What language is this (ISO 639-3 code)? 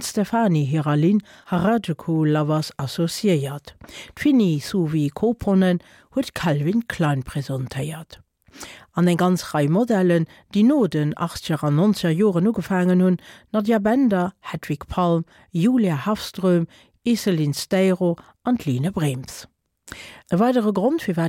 ltz